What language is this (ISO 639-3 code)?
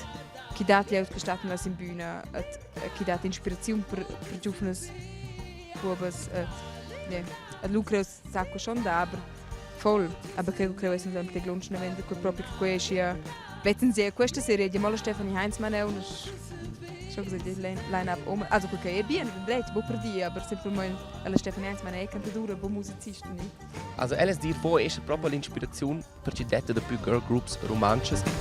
roh